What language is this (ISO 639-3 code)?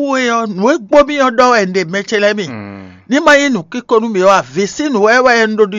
fon